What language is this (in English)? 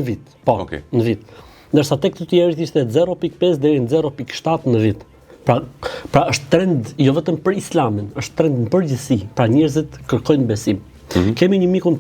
Albanian